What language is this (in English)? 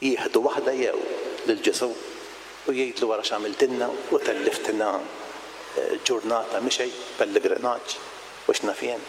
Maltese